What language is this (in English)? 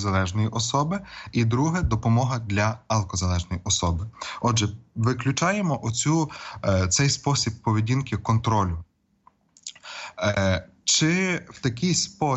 Ukrainian